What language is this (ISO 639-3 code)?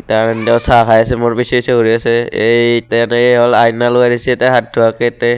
asm